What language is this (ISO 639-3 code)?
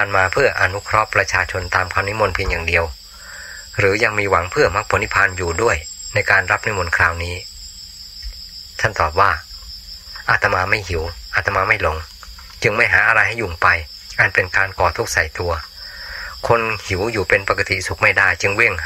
tha